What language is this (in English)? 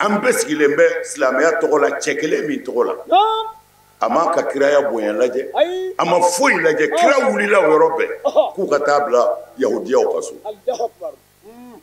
Bambara